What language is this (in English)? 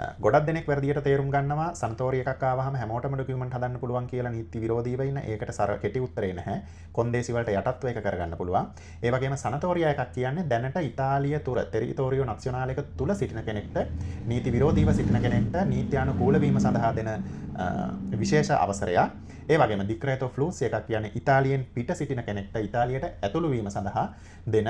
Sinhala